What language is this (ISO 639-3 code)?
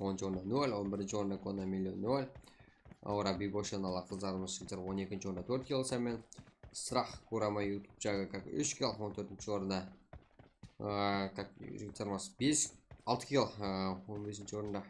kaa